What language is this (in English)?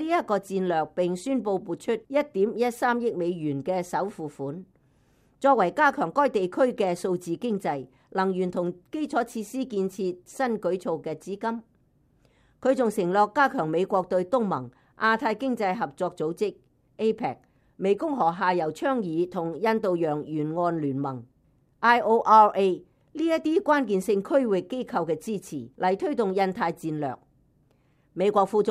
Cantonese